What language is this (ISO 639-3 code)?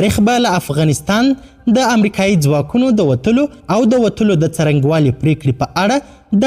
pus